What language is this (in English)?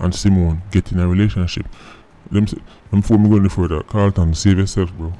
Jamaican Creole English